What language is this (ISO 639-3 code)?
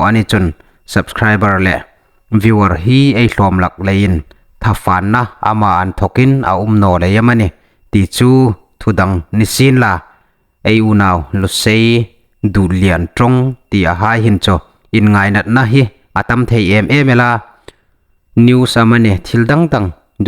hmr